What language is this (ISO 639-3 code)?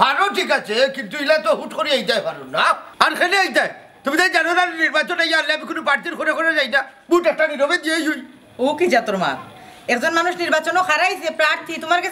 syl